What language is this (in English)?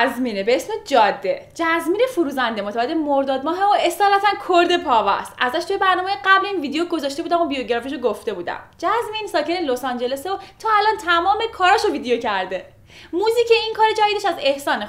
Persian